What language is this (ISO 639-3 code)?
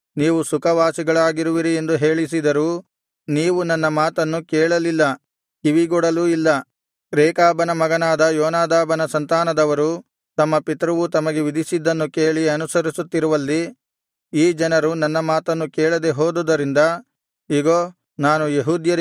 kan